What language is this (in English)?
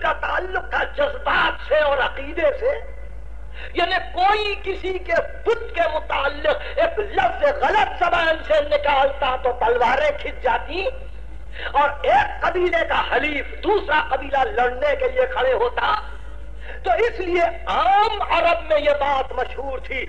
Urdu